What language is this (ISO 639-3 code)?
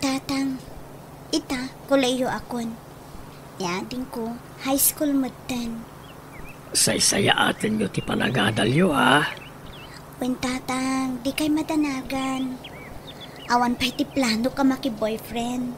ilo